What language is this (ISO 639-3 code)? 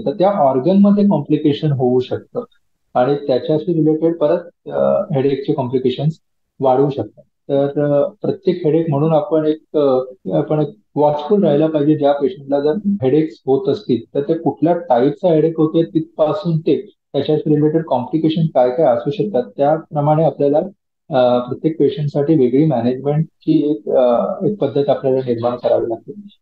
mar